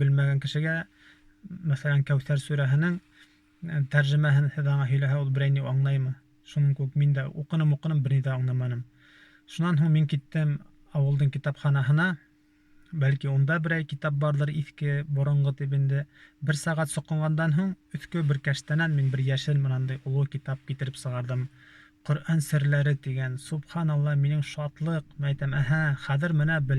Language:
Bashkir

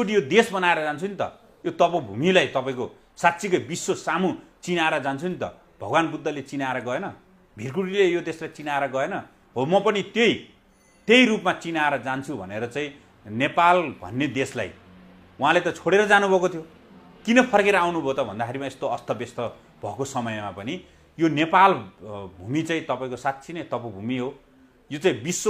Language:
Nepali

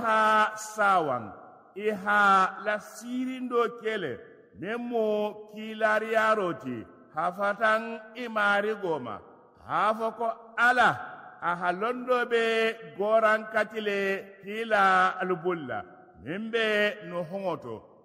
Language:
Mandingo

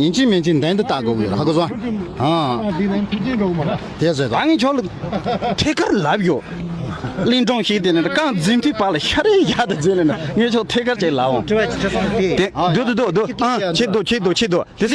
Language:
Tibetan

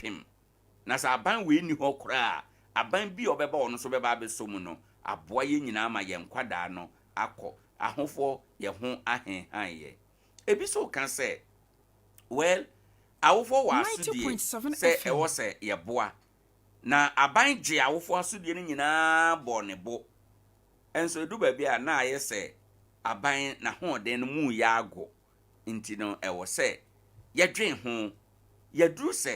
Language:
Akan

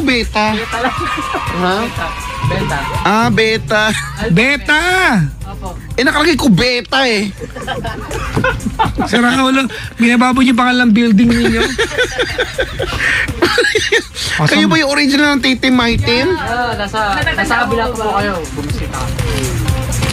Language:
Filipino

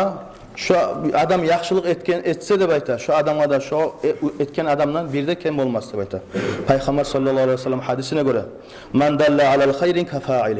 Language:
Kumyk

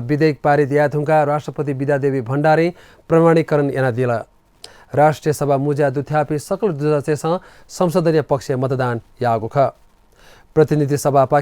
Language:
Newari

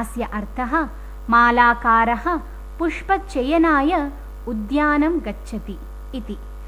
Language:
Sanskrit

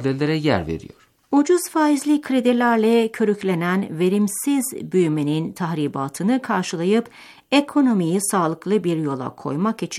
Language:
Turkish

